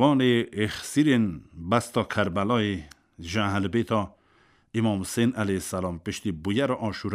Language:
Kurdish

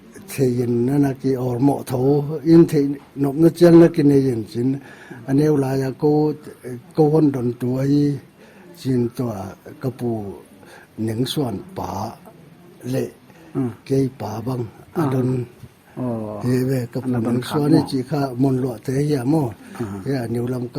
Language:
Paite Chin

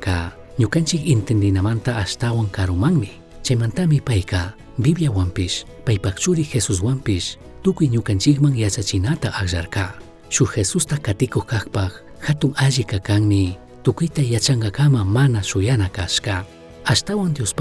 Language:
Chimborazo Highland Quichua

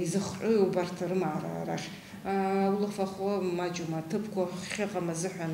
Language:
Abkhazian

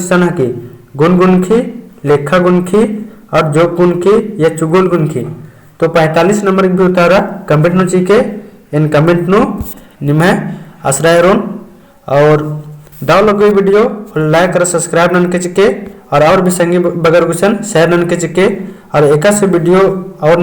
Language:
Kurukh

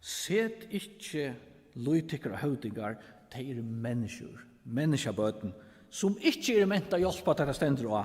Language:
Faroese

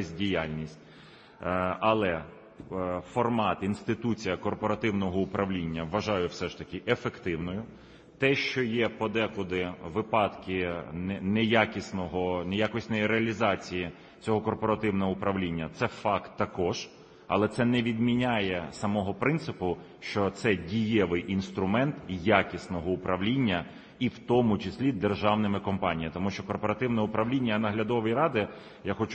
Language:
Ukrainian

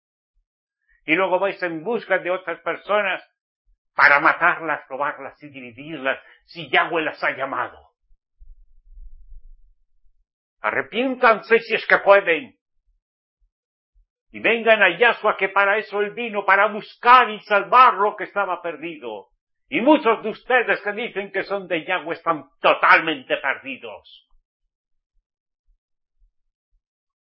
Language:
Spanish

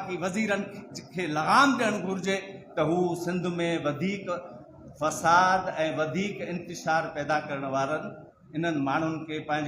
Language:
Sindhi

